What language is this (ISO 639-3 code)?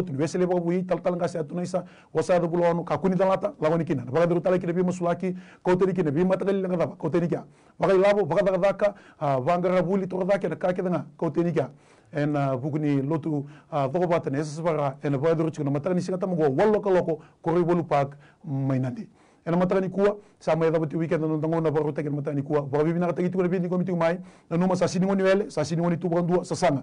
fij